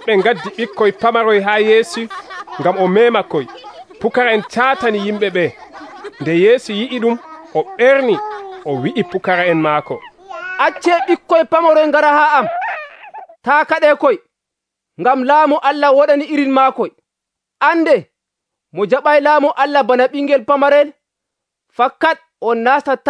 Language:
Nigerian Fulfulde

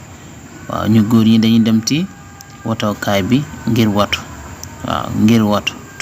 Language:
Wolof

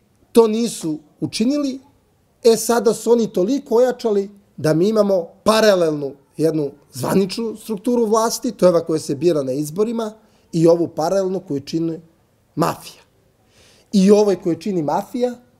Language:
Serbian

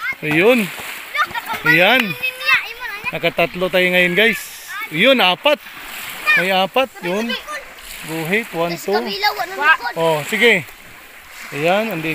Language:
Filipino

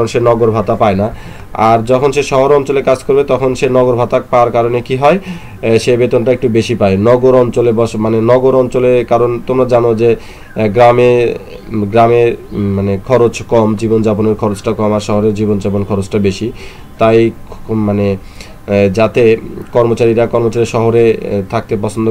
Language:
Bangla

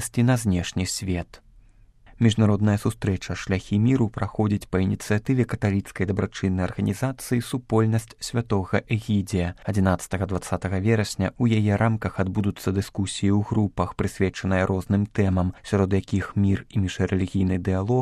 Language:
Belarusian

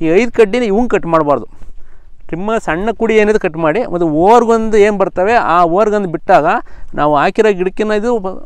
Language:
Kannada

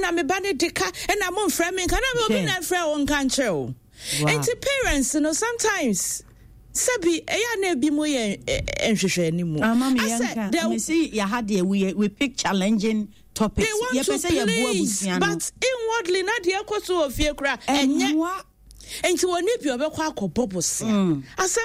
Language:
Akan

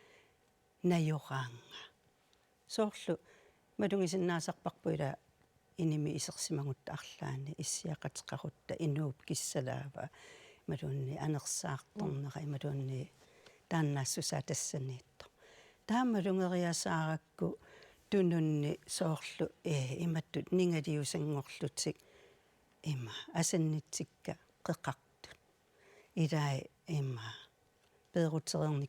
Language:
Kalaallisut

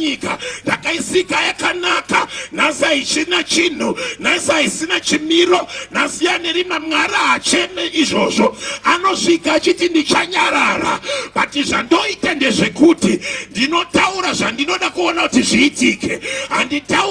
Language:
Shona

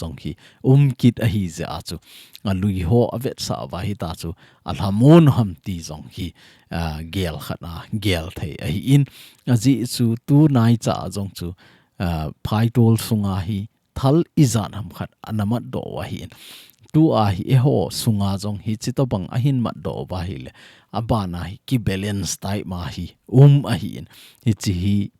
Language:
Thado Chin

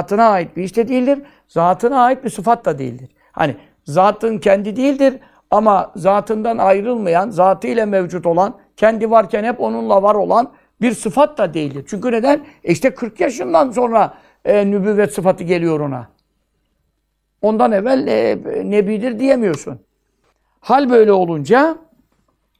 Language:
Turkish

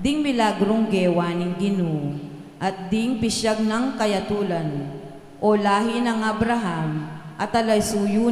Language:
Pampanga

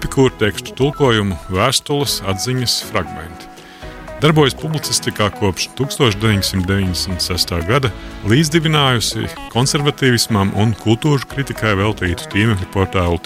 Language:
Latvian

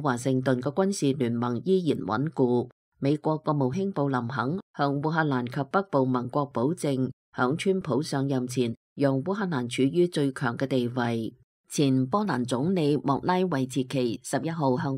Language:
Cantonese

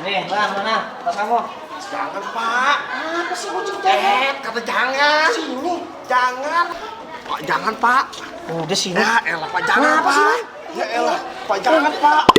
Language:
Betawi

